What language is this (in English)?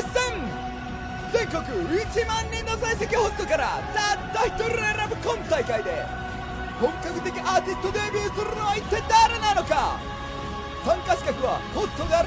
Japanese